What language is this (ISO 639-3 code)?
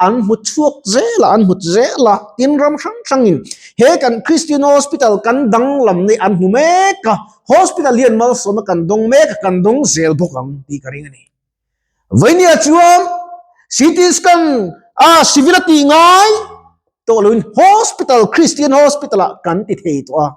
lus